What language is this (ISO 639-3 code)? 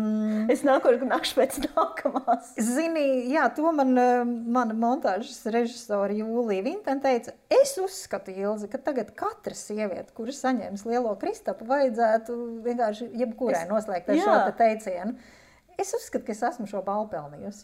lav